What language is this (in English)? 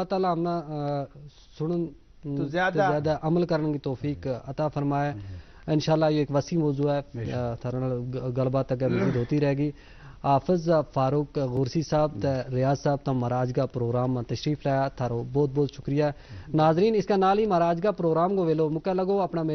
Gujari